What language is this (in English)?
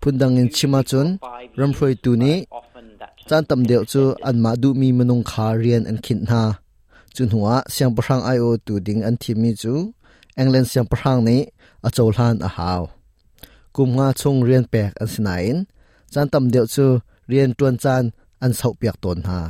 Hakha Chin